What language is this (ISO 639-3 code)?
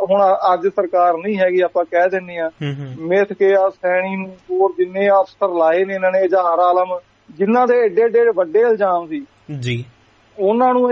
pan